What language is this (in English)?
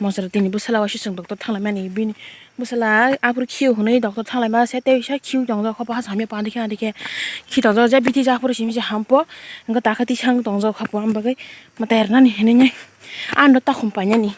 Kok Borok